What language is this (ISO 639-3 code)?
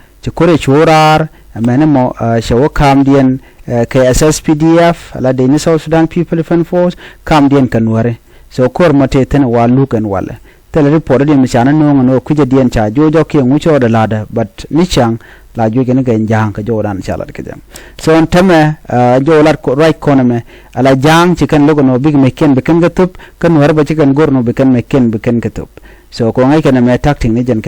nus